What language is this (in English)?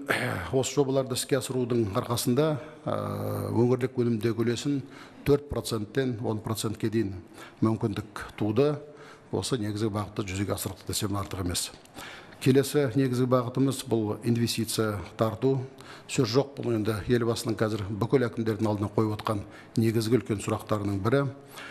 Kazakh